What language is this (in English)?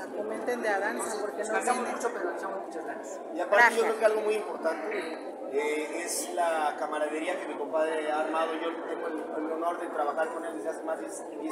Spanish